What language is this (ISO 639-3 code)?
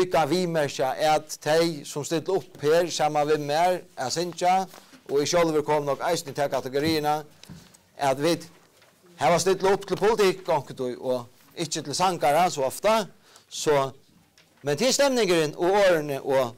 fao